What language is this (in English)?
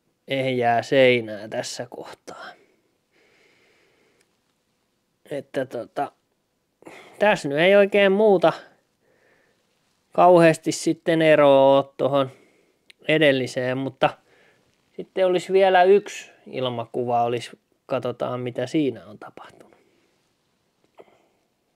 Finnish